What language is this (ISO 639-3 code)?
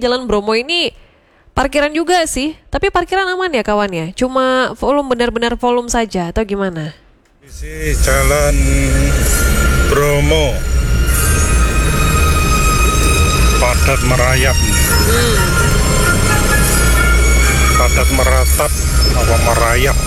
ind